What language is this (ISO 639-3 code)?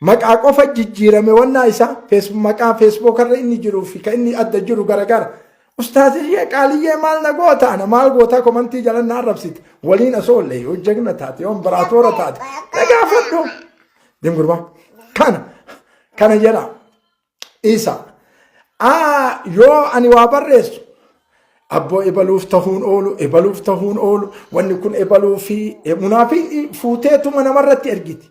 orm